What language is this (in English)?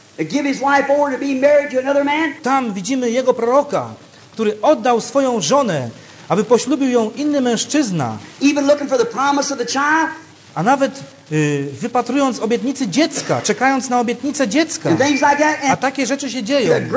Polish